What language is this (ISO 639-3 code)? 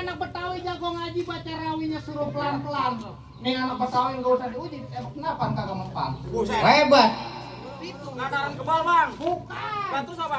bew